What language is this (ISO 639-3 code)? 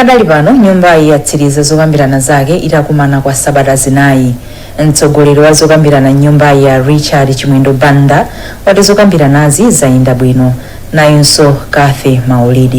nya